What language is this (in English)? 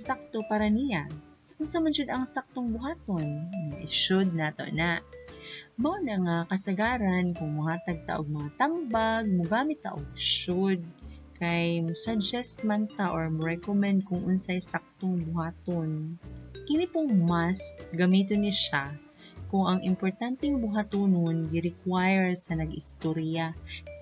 Cebuano